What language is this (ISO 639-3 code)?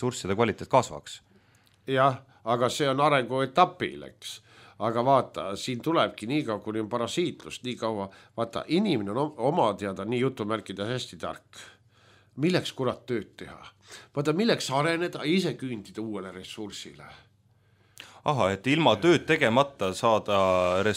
est